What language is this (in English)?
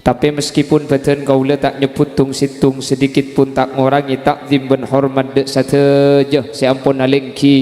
Madurese